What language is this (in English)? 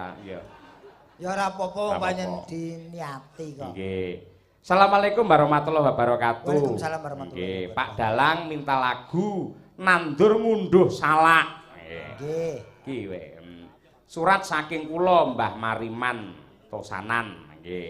Javanese